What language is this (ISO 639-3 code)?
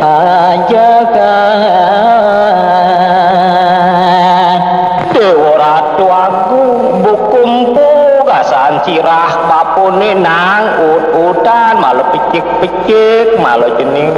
ban